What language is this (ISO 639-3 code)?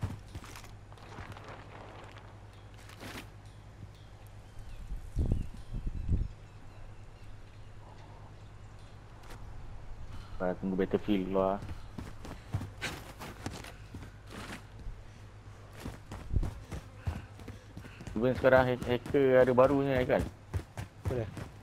msa